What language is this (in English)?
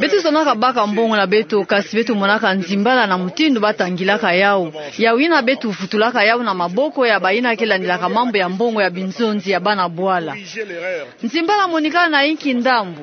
Kituba (Democratic Republic of Congo)